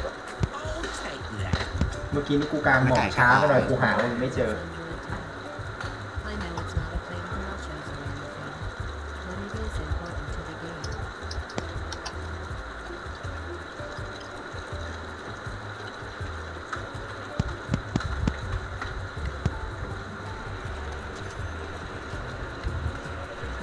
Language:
Thai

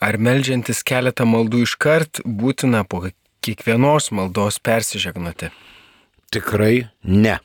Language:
Lithuanian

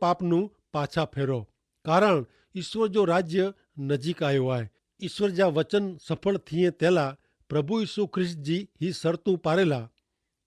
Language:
Kachhi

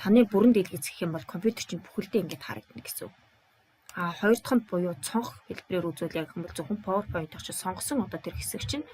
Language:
Mongolian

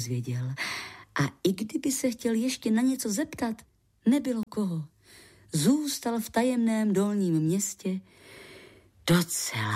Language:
Czech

